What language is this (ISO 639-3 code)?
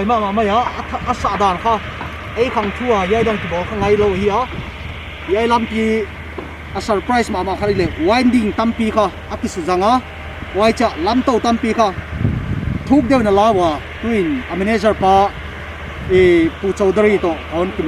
pck